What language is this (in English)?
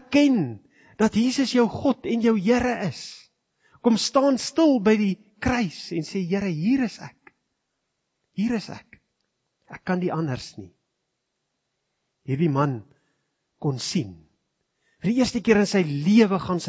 Afrikaans